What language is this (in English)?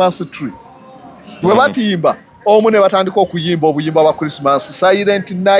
Ganda